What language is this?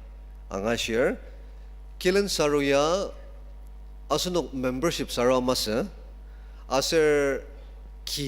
Ao Naga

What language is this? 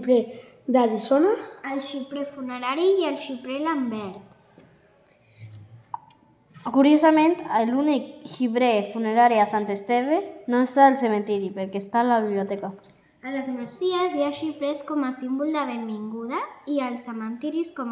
Catalan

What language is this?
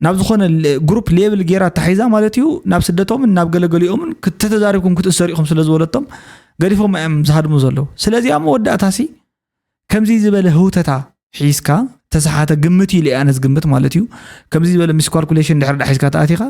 Tigrinya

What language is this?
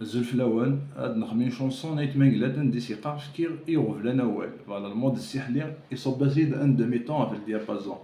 Kabyle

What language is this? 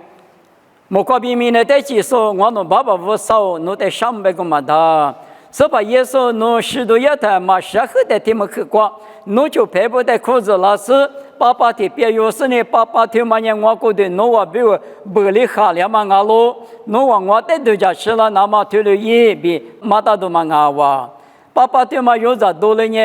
Lisu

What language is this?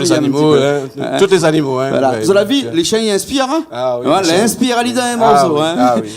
Réunion Creole French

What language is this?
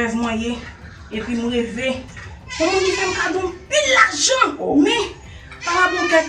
Haitian Creole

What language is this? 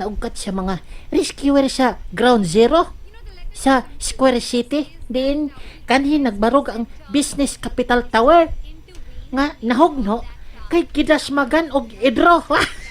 Cebuano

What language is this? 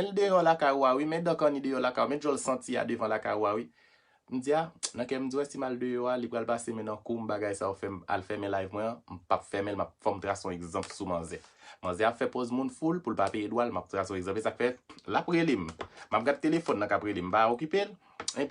Haitian Creole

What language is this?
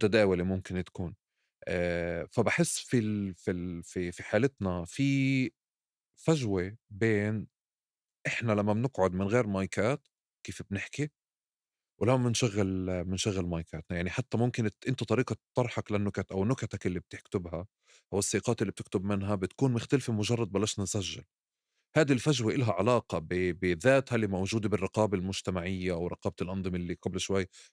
North Levantine Arabic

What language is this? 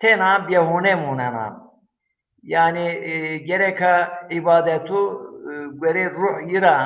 Zaza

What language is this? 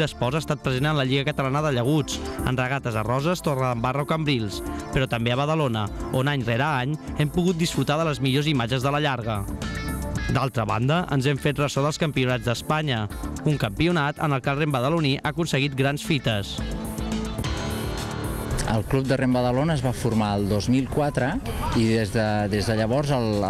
Catalan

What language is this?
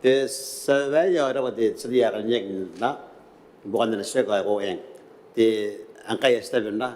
Gilbertese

